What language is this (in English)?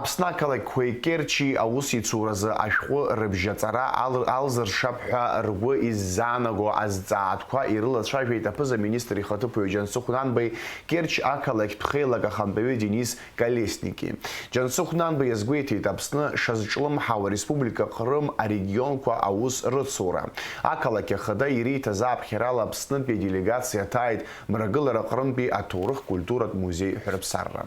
Abkhazian